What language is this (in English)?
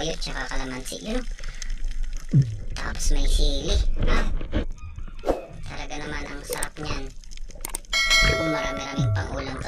Filipino